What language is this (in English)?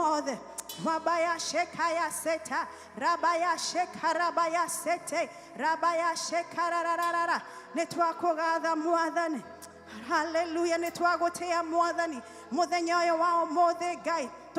Kikuyu